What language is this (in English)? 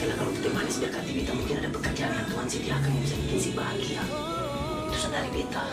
Ambonese Malay